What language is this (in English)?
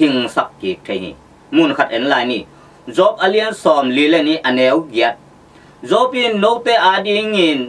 Tedim Chin